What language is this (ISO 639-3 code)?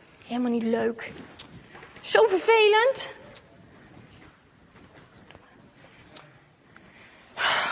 nld